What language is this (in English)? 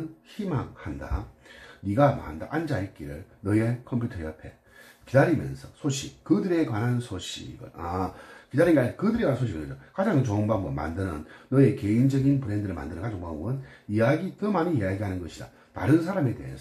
Korean